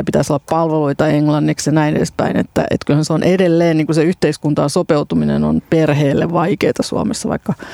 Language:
Finnish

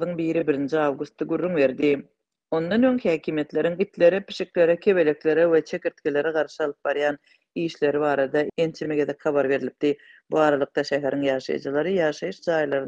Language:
Turkmen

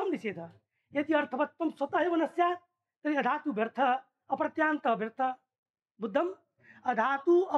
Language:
Sanskrit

